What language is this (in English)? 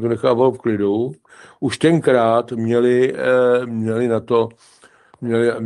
Czech